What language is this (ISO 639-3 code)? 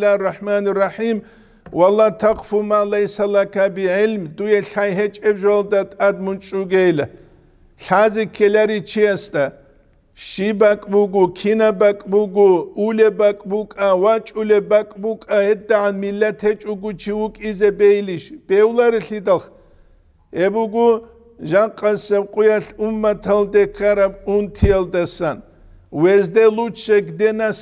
ava